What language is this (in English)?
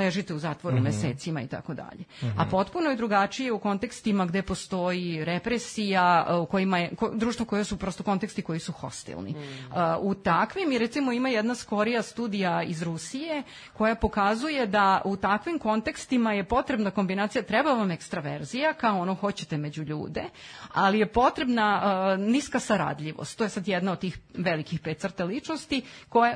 Serbian